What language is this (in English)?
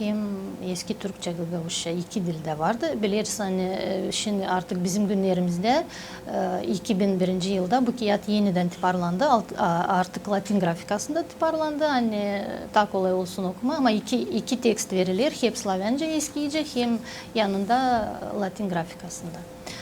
Gagauz